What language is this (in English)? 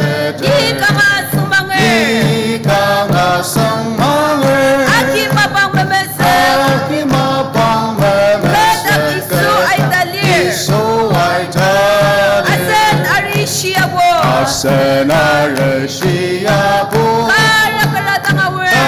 Ao Naga